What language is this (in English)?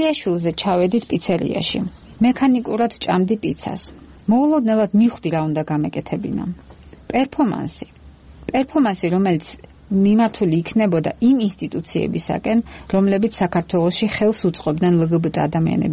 Georgian